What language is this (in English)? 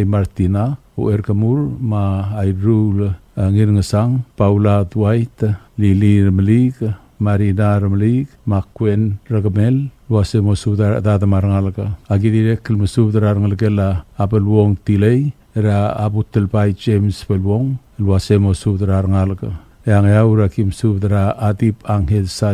Palauan